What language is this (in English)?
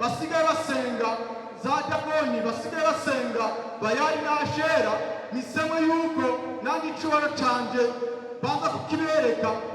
Rundi